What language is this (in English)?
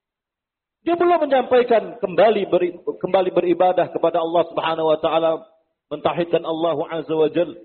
Indonesian